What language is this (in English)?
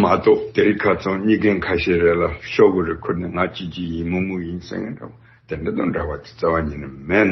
Tibetan